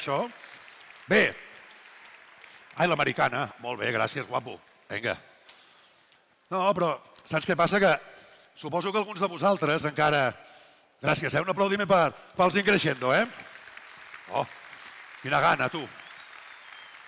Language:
Catalan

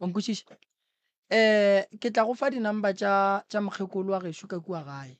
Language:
Northern Sotho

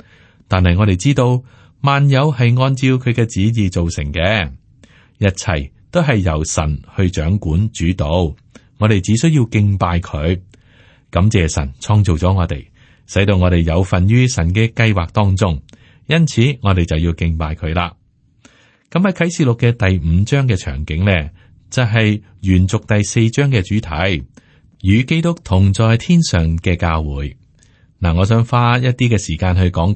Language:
Cantonese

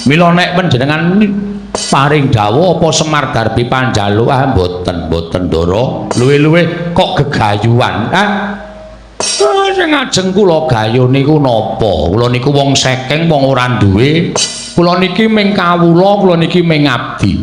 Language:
Javanese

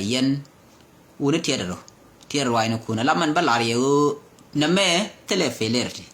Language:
Nuer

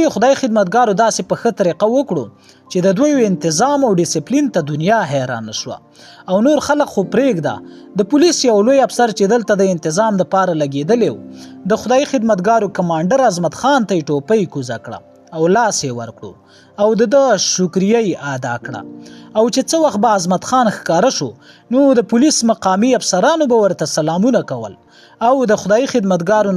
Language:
Pashto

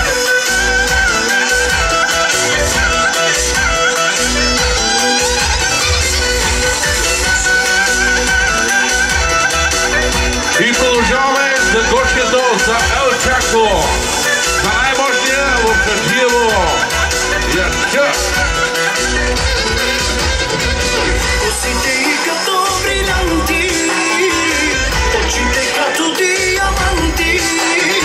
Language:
Bulgarian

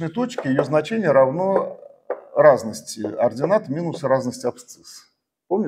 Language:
Russian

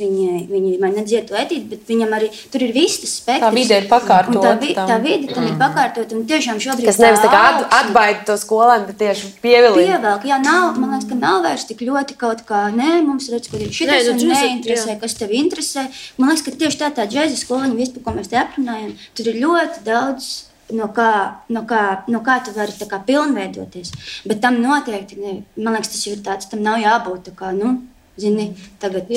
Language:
Latvian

